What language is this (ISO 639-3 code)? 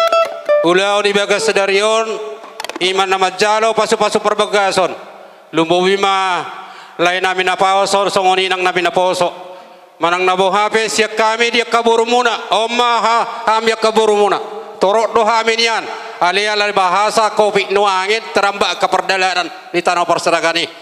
bbc